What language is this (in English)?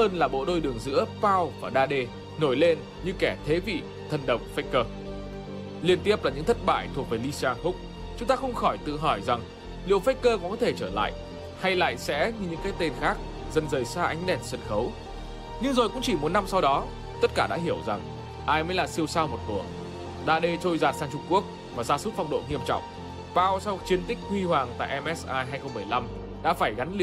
Vietnamese